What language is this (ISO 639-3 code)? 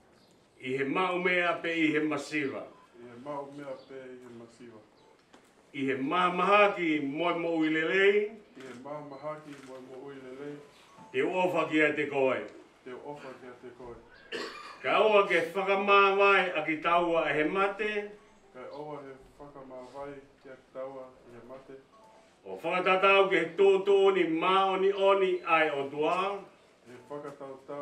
ton